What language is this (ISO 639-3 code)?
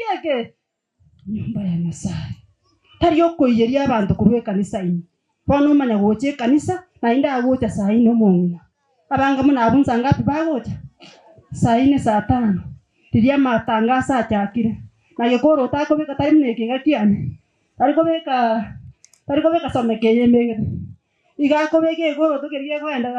guz